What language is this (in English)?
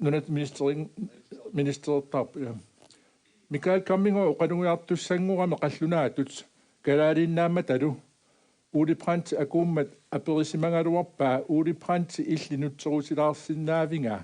Kalaallisut